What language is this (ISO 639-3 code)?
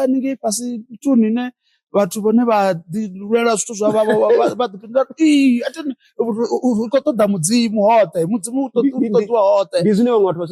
ven